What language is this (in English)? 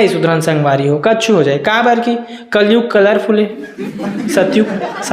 Chhattisgarhi